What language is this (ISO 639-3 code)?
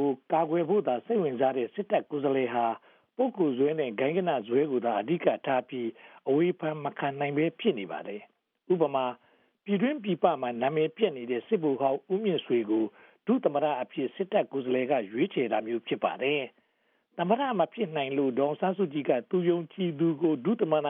mya